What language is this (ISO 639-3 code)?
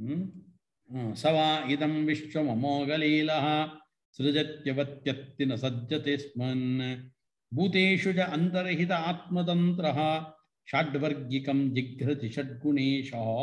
san